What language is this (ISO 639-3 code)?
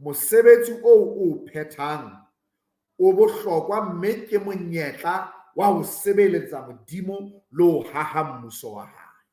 sot